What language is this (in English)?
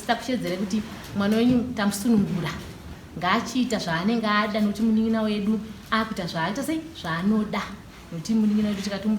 Shona